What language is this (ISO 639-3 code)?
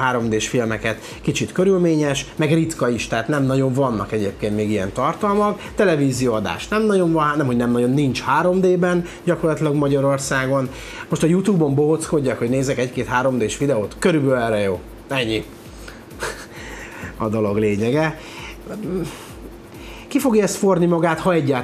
hun